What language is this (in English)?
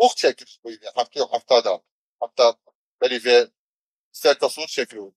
Kurdish